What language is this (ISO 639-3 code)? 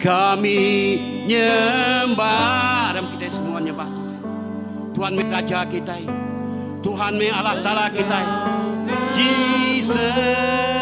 iba